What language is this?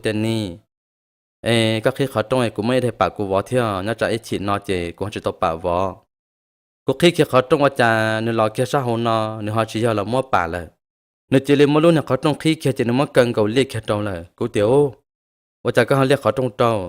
Hmong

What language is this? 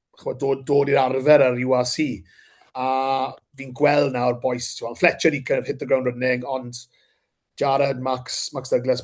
Welsh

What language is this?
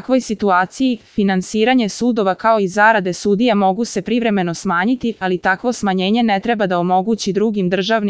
Serbian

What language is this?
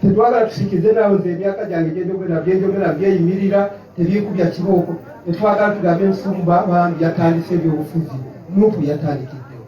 Ganda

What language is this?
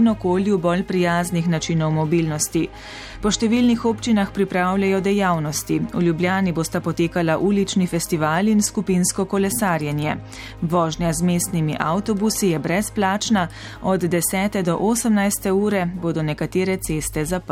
Slovenian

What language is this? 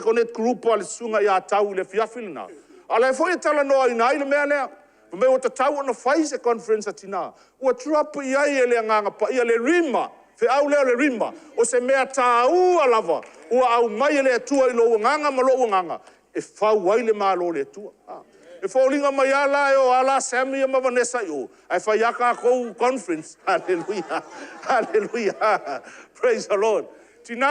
Samoan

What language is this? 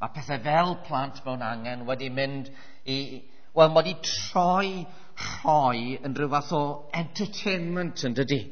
Welsh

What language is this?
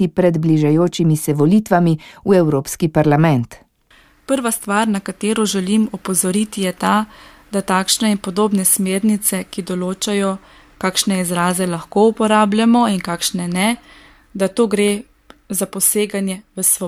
Slovenian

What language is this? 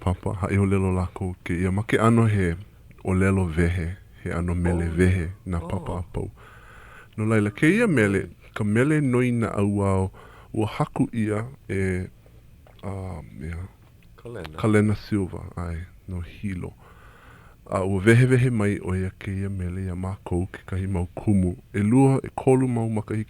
Hawaiian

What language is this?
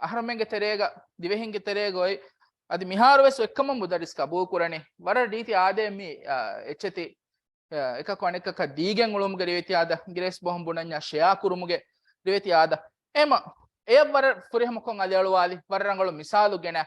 Divehi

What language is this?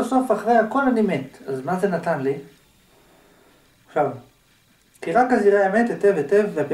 Hebrew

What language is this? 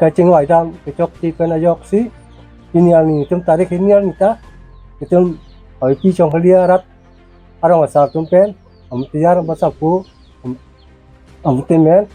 Karbi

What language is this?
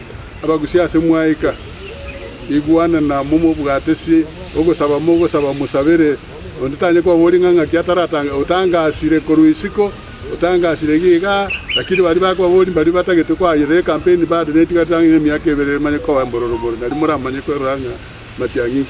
Gusii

